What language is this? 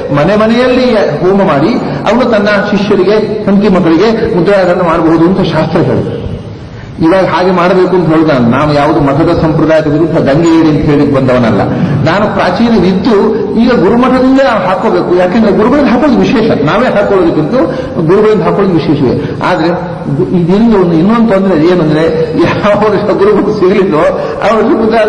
Kannada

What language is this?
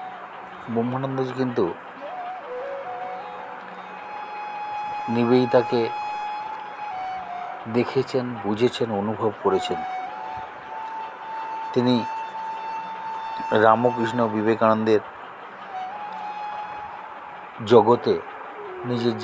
Bangla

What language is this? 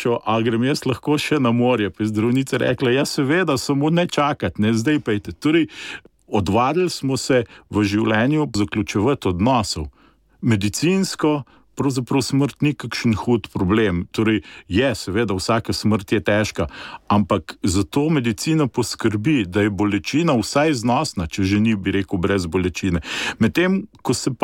Slovenian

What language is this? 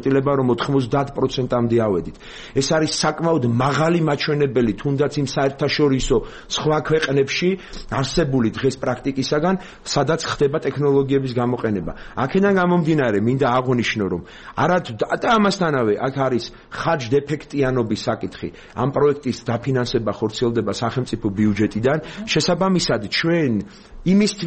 Georgian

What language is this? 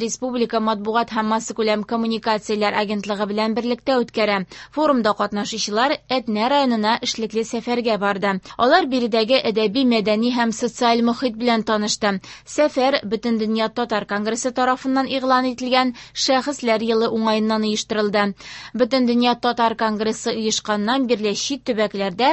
Tatar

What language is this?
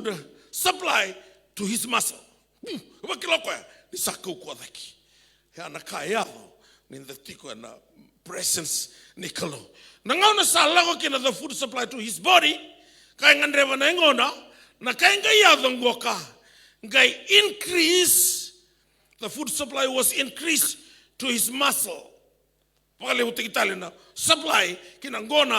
Fijian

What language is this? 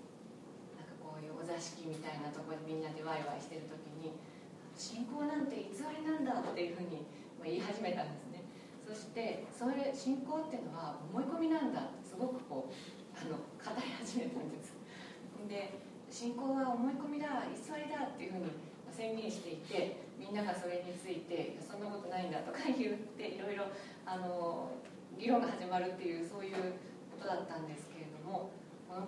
Japanese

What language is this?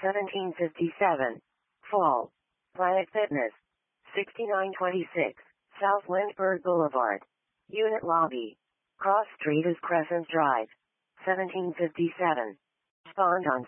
English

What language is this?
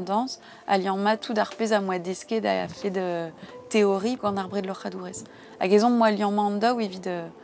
Breton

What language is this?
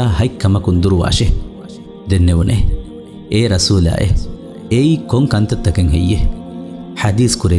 Divehi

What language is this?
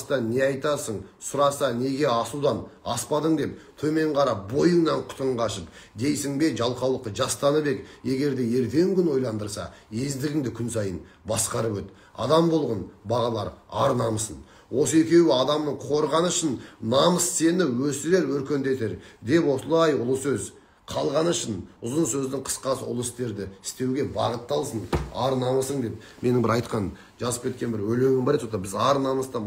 Kazakh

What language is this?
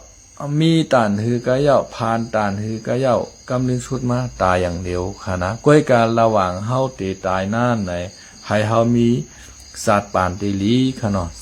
Lao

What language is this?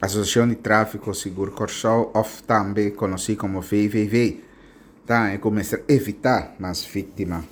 Papiamento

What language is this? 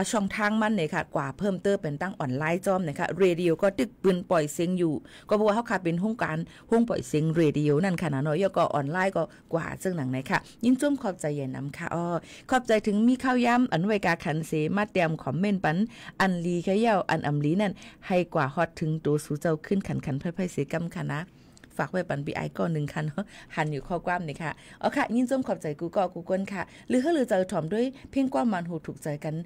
Shan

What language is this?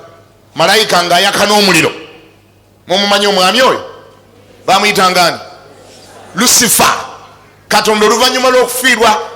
Ganda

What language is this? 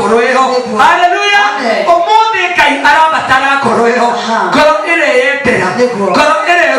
Kikuyu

